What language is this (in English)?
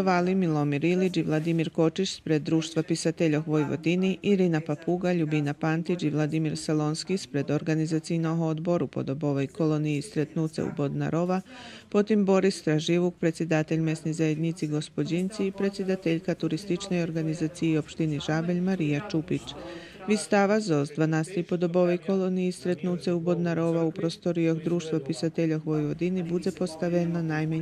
Rusyn